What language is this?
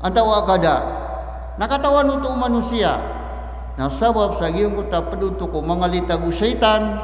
Maranao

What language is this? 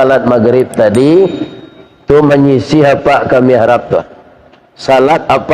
Minangkabau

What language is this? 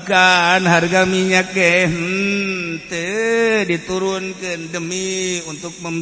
Sundanese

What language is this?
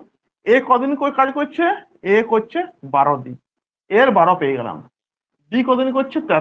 Bangla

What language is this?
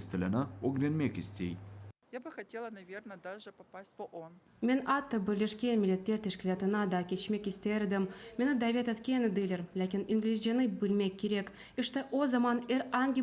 Crimean Tatar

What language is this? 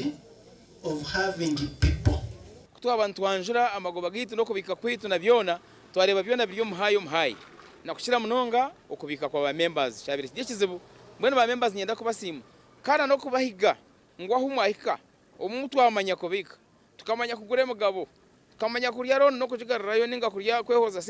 Nyankole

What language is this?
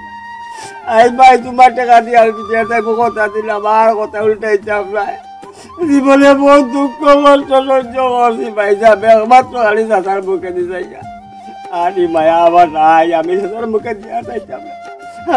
Sylheti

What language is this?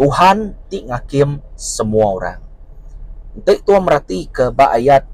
Iban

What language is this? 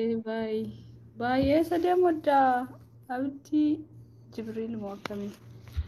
Oromo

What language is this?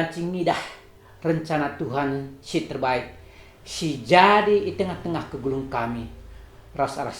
Batak Karo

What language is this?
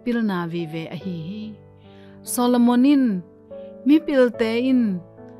Tedim Chin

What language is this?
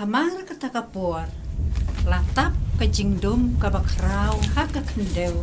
Khasi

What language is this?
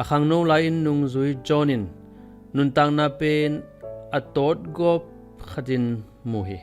Tedim Chin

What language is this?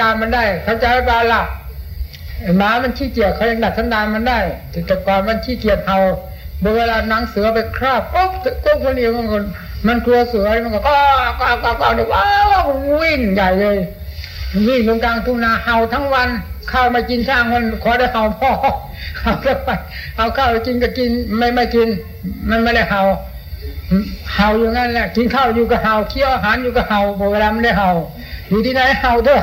Thai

